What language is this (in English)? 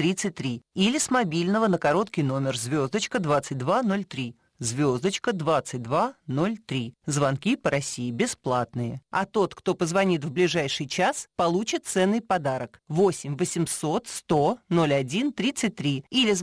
Russian